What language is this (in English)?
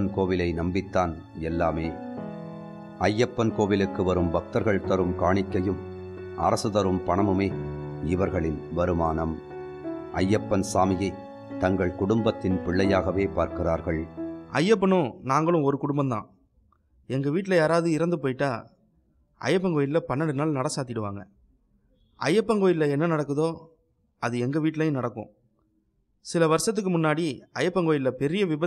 Tamil